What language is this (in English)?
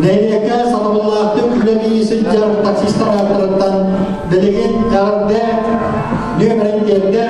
Yakut